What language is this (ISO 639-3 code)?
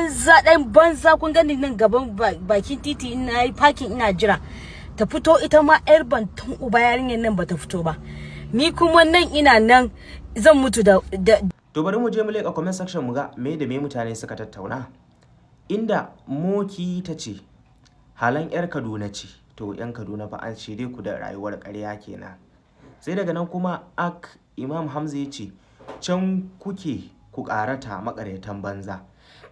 hau